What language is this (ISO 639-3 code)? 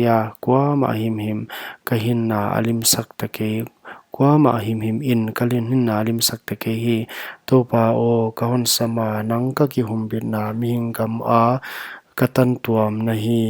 pck